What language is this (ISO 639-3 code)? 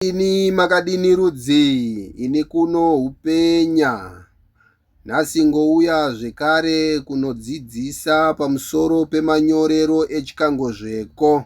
sna